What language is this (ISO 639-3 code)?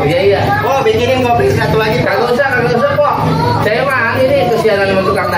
bew